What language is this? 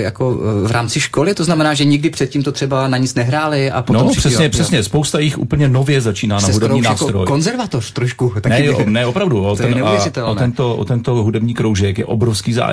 Czech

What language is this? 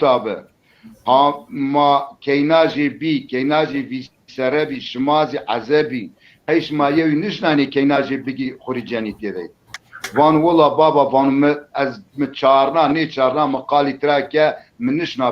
Zaza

